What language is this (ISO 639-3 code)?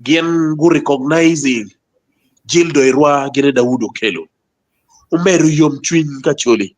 ach